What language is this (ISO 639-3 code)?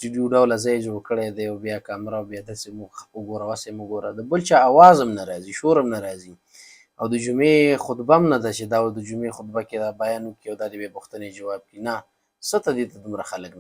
pus